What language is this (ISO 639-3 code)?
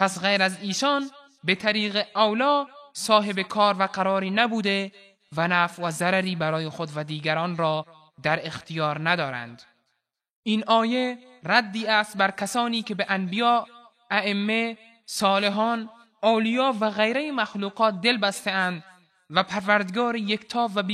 tgk